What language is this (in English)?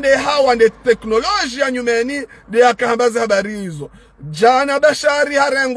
Ngazidja Comorian